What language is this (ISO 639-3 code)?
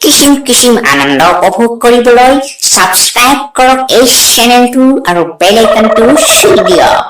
asm